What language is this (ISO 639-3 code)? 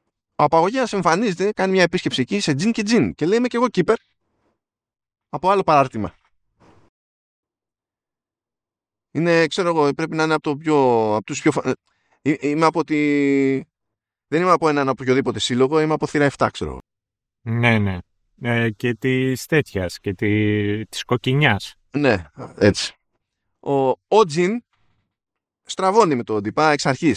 ell